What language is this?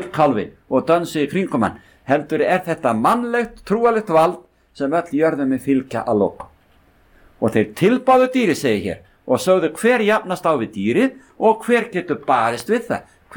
Icelandic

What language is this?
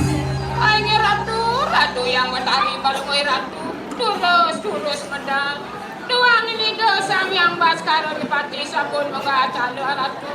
Balinese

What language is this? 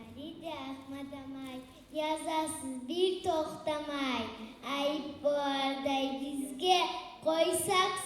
Kumyk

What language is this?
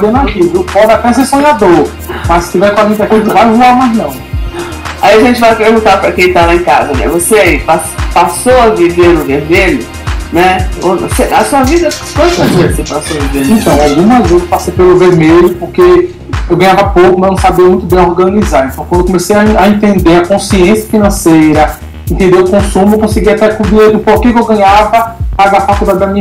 Portuguese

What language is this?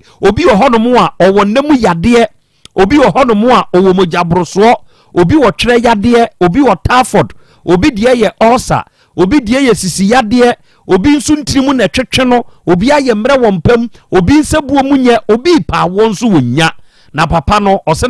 Akan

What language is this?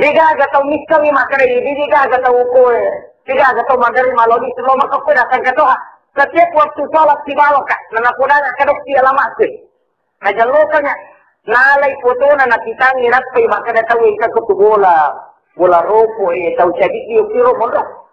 Buginese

